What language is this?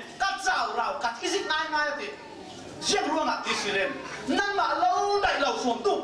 Falam Chin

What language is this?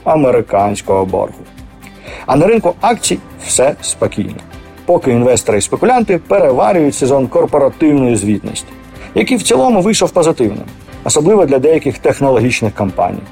Ukrainian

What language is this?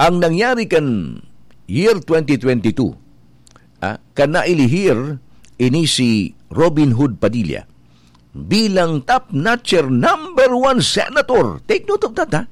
Bikol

